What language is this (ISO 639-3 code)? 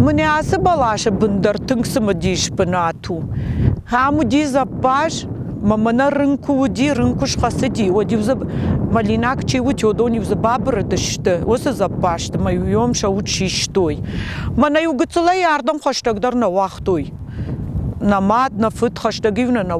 oss